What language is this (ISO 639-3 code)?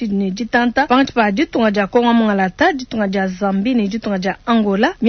lua